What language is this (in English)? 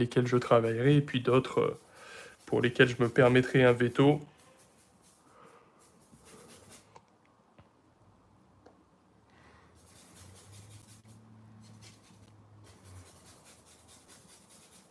French